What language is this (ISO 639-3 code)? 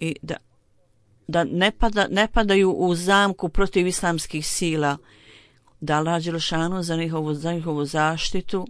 bos